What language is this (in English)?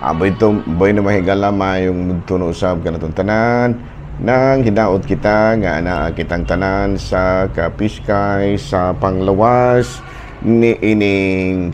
Cebuano